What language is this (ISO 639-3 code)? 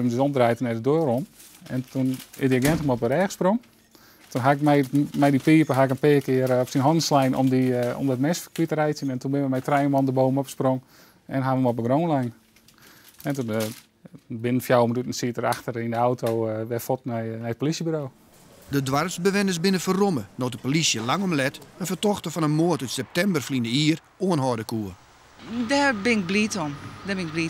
fry